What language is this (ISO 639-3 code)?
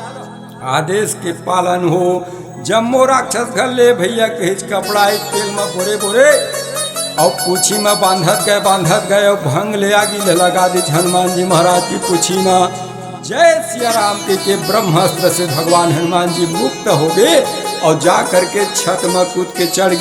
hne